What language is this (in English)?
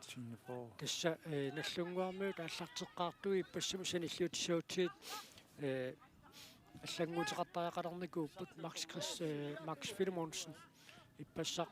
Kalaallisut